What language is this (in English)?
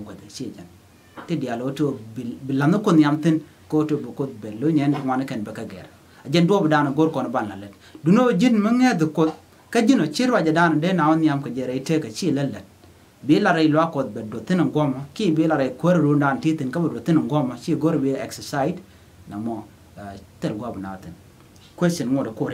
Nuer